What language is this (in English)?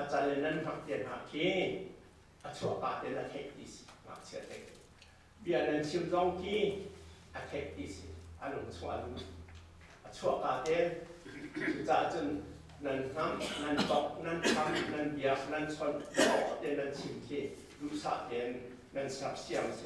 Hakha Chin